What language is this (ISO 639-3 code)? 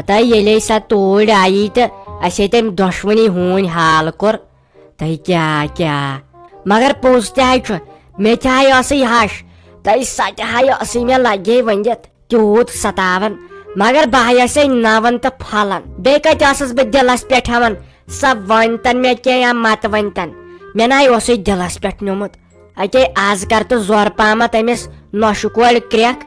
kas